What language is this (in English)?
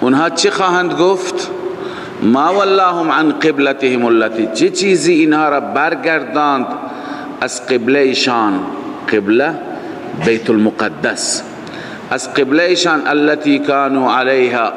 Persian